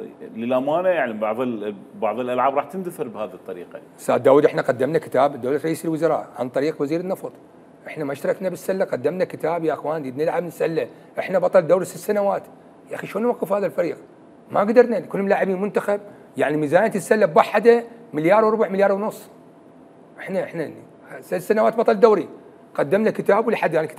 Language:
Mesopotamian Arabic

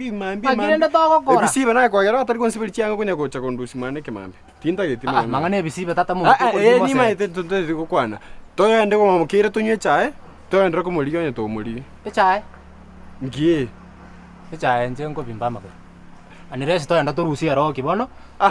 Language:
Gusii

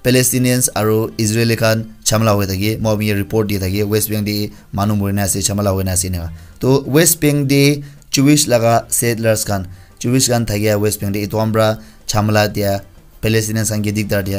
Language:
Naga Pidgin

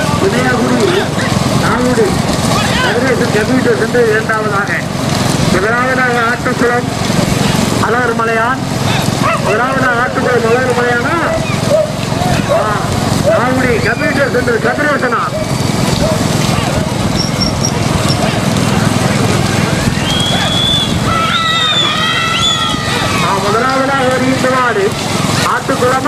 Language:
Tamil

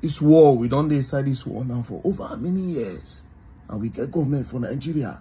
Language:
Nigerian Pidgin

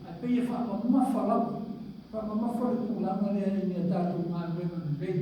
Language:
Samoan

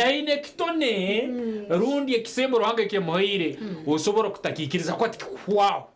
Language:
Nyankole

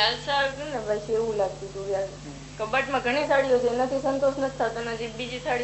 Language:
Gujarati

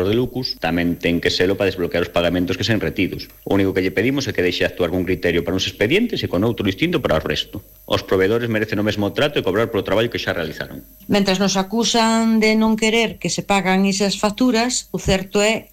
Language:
Galician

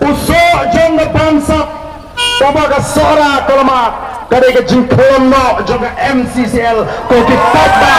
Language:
Khasi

